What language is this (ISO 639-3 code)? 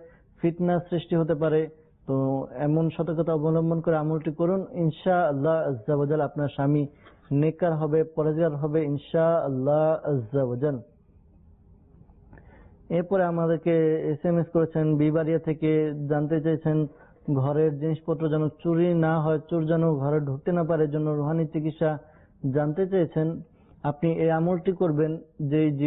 ben